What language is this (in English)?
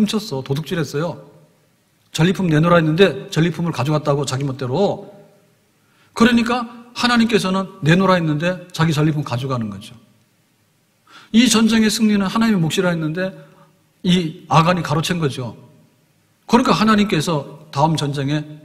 Korean